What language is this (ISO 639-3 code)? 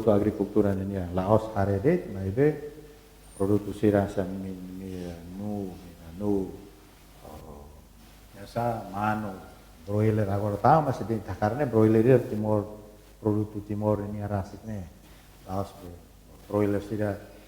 tet